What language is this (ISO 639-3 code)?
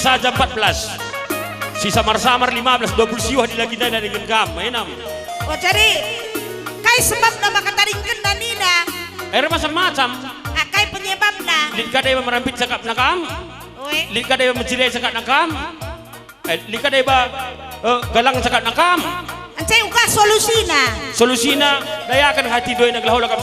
btx